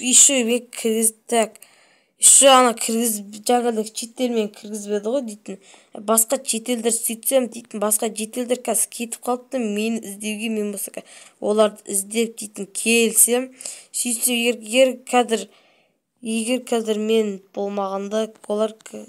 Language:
Kazakh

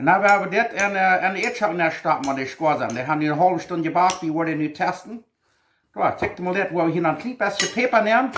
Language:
Plautdietsch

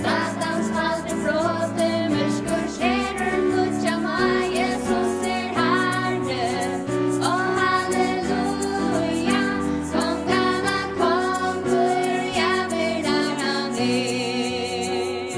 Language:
Faroese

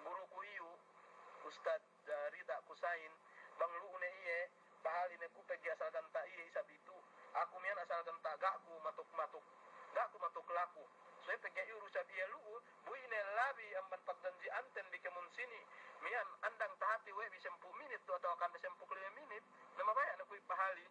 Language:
Yakan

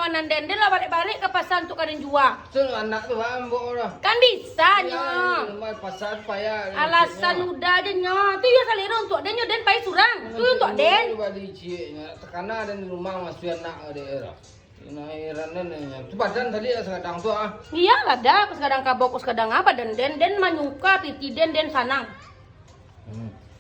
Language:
Minangkabau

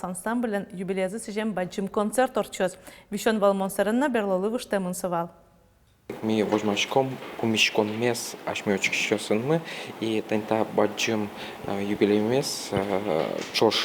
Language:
Udmurt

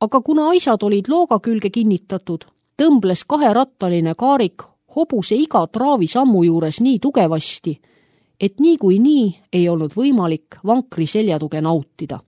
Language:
Estonian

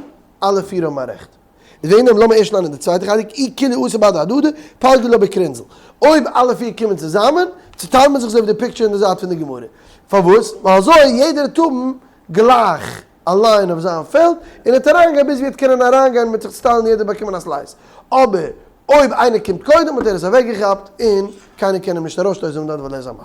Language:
Yiddish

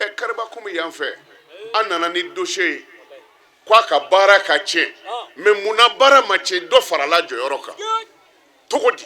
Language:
Bambara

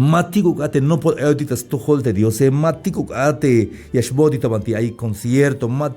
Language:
Tzeltal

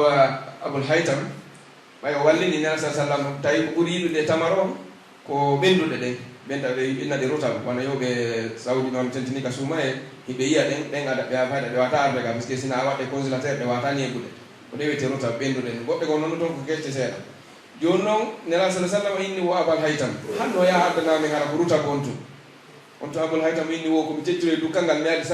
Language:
Pular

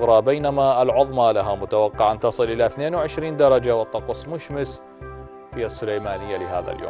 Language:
Arabic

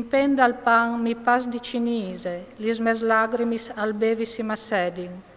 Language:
Friulian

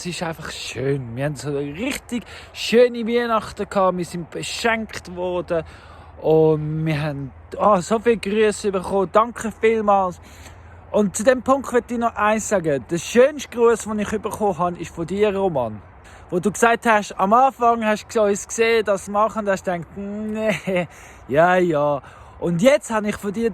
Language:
Swiss German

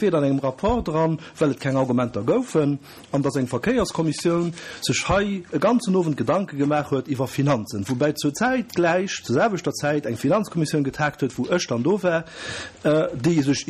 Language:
Luxembourgish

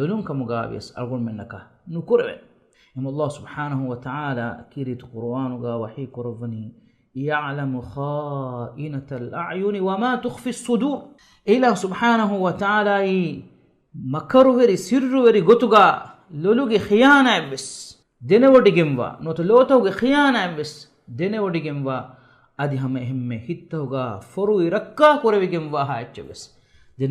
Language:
Divehi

